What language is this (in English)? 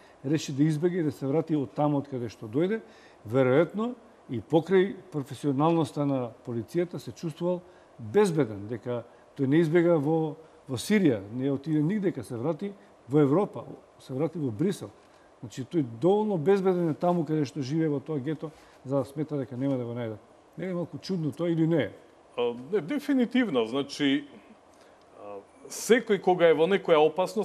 Macedonian